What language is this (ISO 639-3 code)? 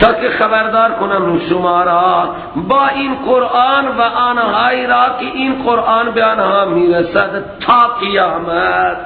fas